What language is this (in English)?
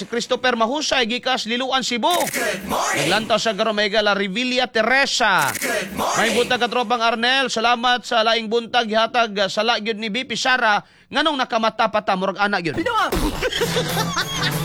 Cebuano